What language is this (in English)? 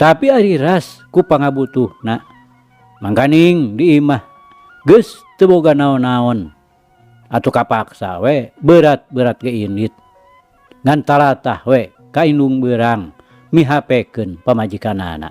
Sundanese